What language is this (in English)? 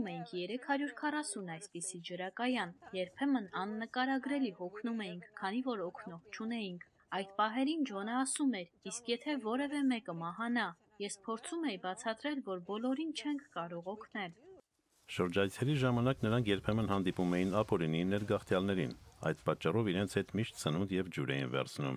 Armenian